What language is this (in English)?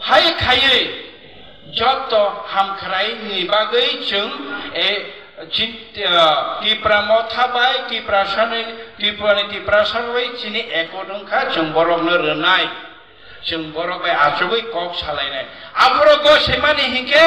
Kok Borok